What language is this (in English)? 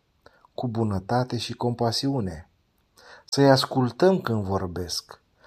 Romanian